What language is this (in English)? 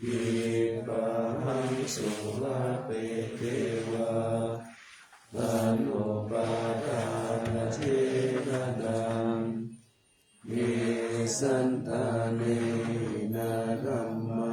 Pali